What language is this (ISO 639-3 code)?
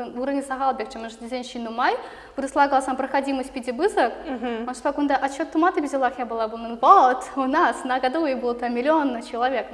chv